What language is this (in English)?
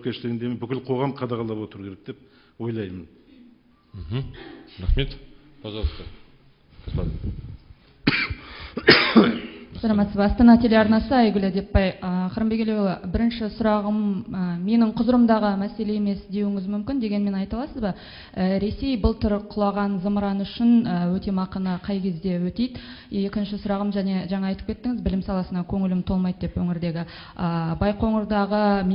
Kazakh